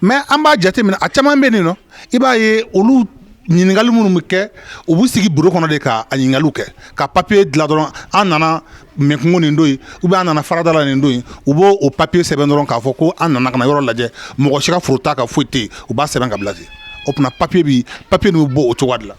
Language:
Bambara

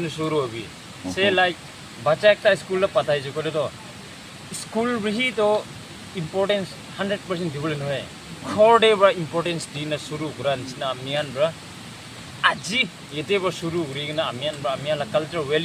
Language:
Naga Pidgin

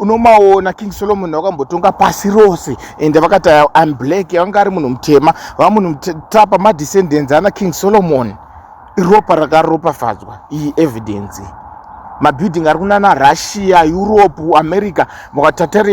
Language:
Shona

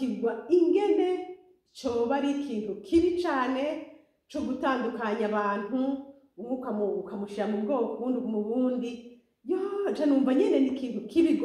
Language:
Rundi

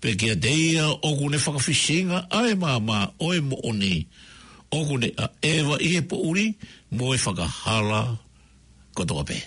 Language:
Tongan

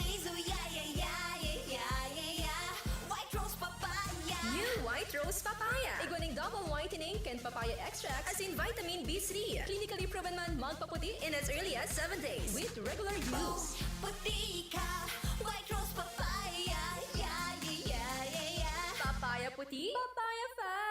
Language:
Bikol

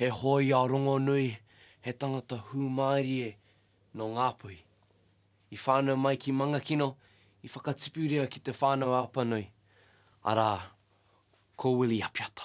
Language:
Māori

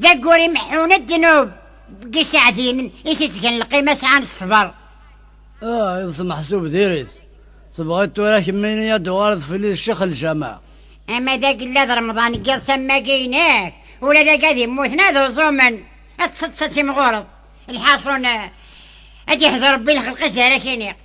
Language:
Kabyle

